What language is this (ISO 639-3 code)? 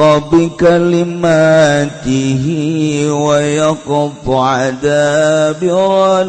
sun